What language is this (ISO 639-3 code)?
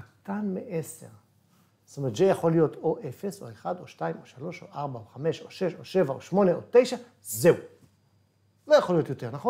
heb